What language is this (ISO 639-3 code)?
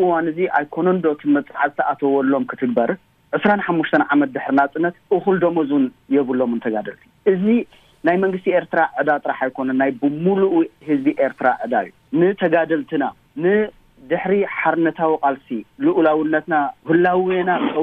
tir